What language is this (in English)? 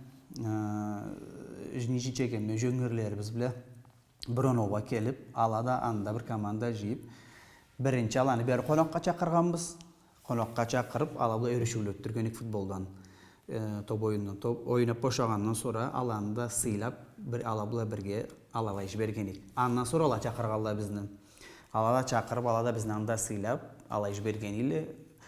Karachay-Balkar